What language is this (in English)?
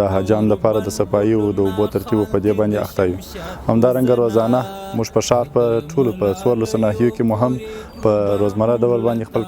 Pashto